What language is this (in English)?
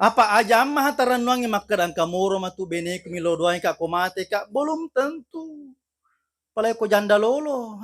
Buginese